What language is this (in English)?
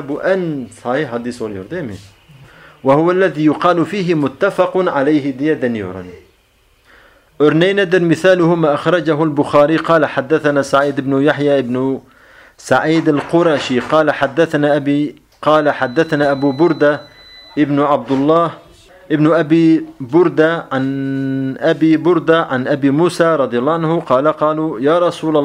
Turkish